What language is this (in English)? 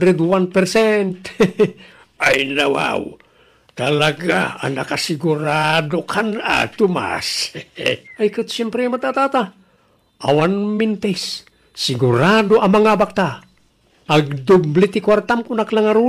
Iloko